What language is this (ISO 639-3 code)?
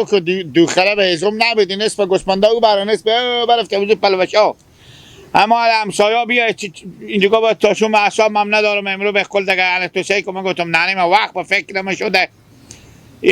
haz